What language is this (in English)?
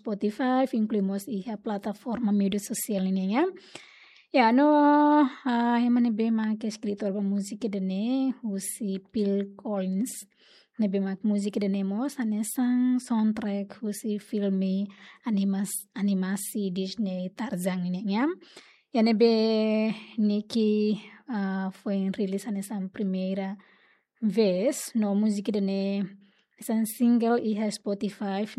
Tetum